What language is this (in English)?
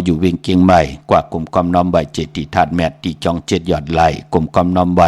Shan